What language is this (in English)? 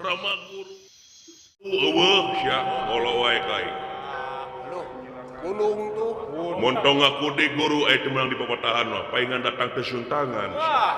Sundanese